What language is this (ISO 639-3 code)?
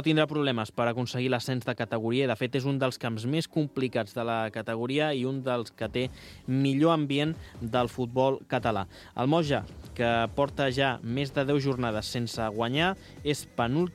cat